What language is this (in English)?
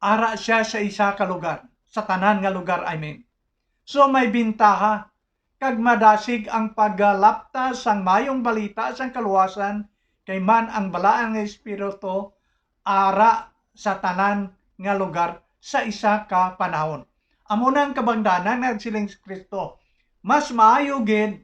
Hiligaynon